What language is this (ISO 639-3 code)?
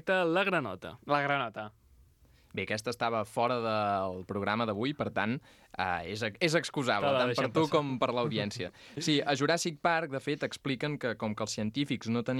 cat